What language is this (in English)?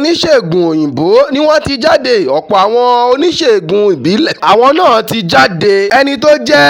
Yoruba